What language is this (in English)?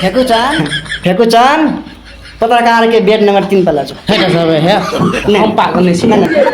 Maithili